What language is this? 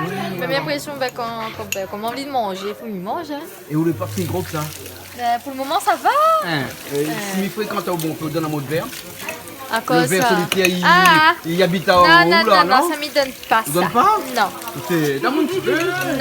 Réunion Creole French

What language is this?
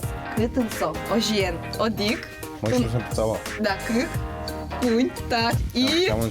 Udmurt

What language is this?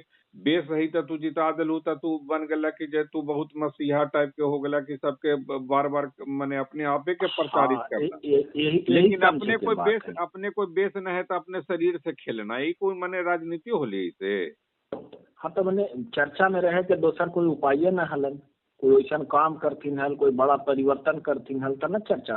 Magahi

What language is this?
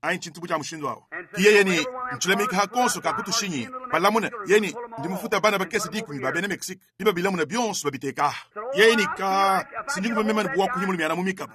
Luba-Lulua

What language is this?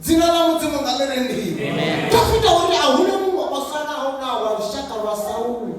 Venda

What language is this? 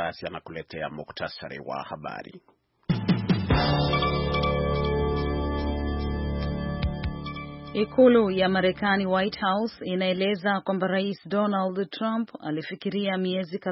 Swahili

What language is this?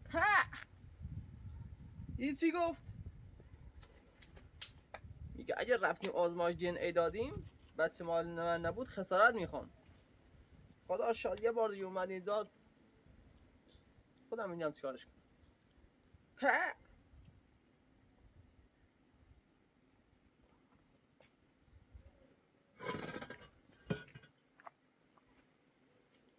Persian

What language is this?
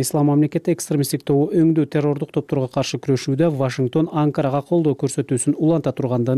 Kyrgyz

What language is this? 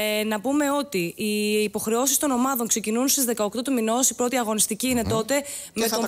Greek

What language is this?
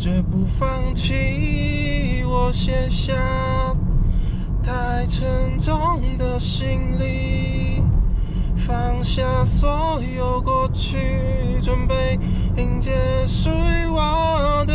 Chinese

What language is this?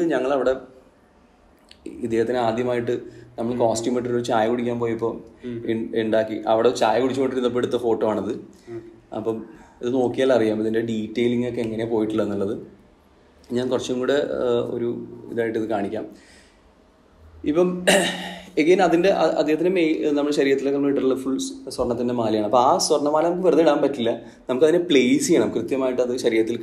Malayalam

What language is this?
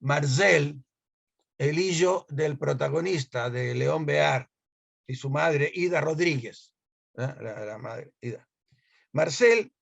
Ladino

